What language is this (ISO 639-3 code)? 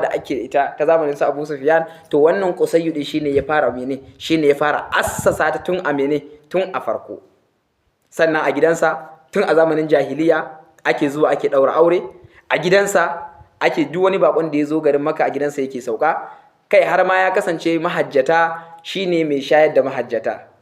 hau